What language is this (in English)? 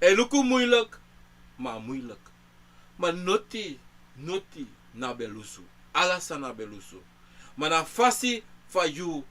Sranan Tongo